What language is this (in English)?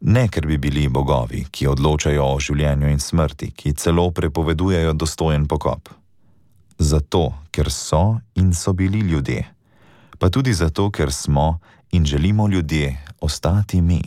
Slovenian